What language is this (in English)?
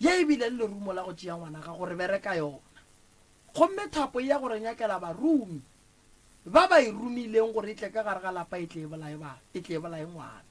Northern Sotho